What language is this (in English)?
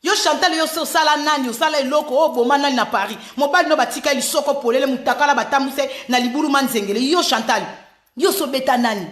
Lingala